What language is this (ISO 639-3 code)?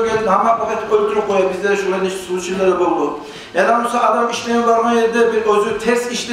kum